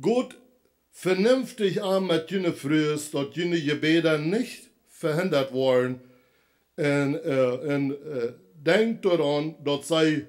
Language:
Plautdietsch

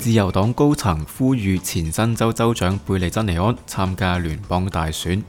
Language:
Cantonese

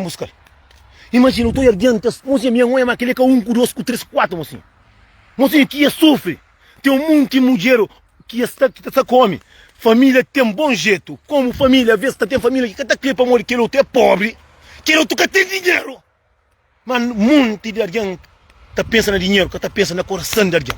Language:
Kabuverdianu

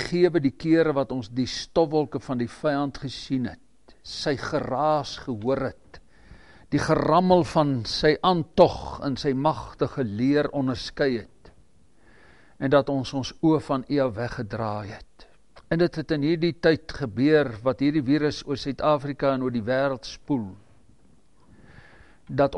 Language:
Afrikaans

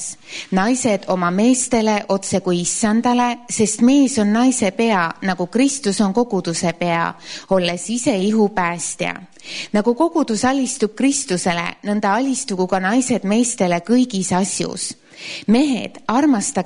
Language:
Estonian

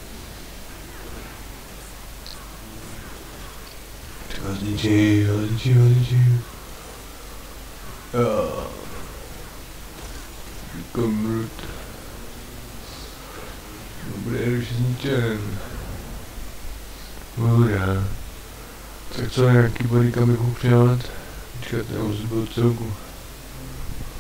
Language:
Czech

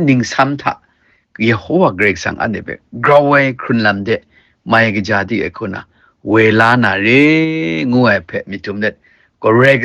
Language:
Kachin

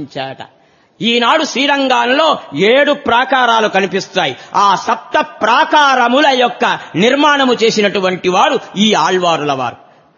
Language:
Telugu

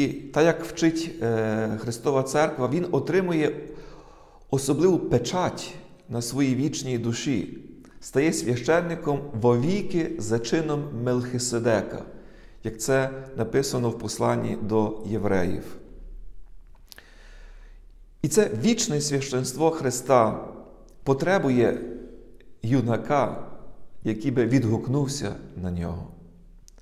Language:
Ukrainian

